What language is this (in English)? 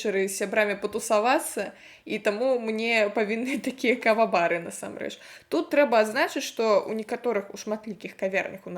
Belarusian